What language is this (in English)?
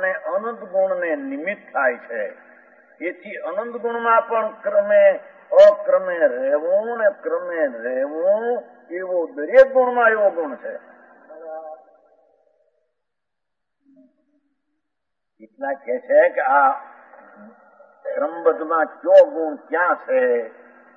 Gujarati